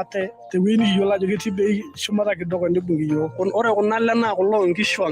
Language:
Masai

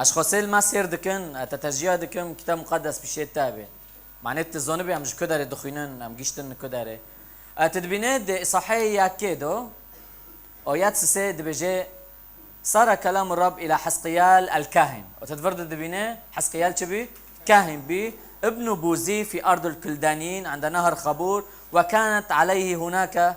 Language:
Kurdish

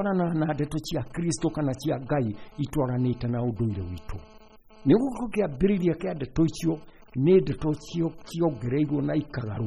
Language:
Kikuyu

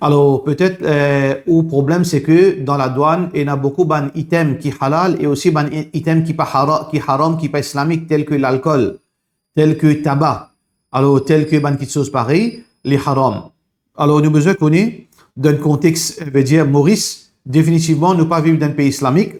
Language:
Morisyen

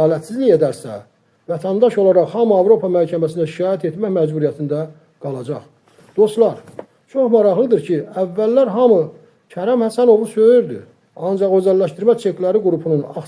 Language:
Azerbaijani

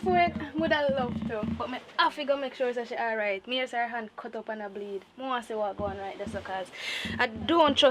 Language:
Jamaican Creole English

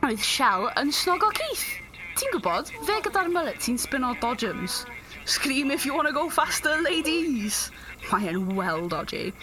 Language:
Welsh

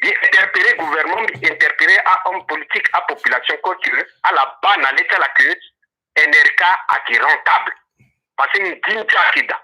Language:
Sango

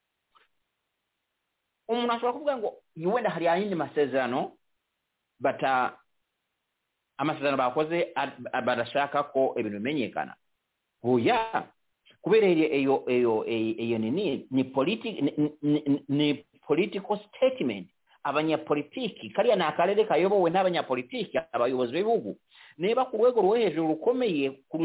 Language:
Kinyarwanda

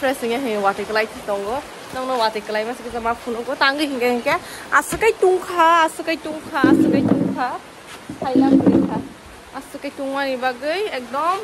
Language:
Kok Borok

